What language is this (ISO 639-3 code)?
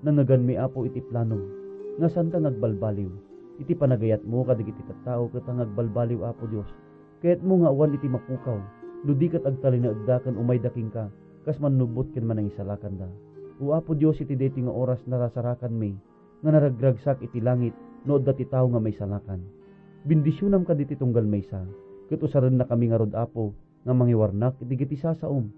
ilo